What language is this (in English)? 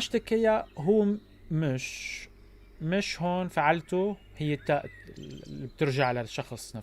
North Levantine Arabic